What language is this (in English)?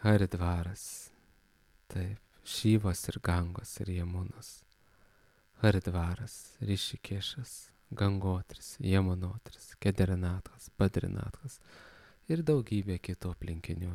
Lithuanian